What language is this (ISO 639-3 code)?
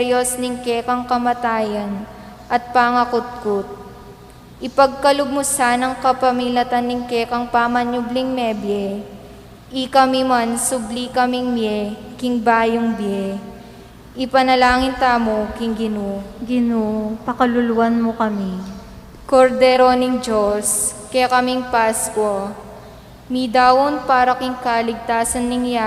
pam